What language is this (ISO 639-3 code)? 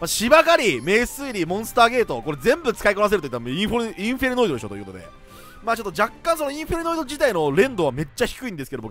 jpn